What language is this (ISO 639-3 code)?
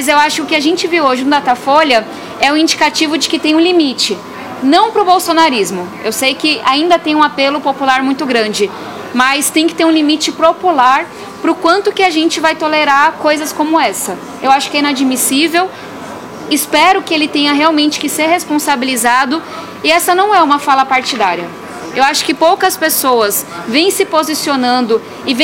por